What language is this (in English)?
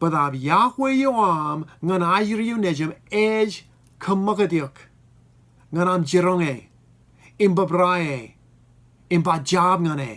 Marshallese